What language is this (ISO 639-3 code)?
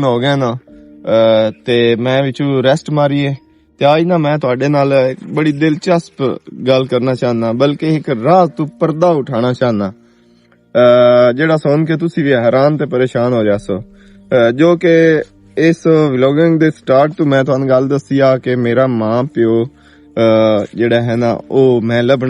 lah